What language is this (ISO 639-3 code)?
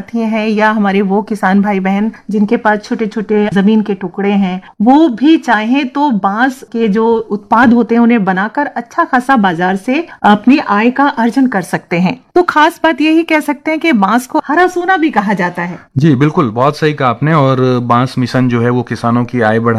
hin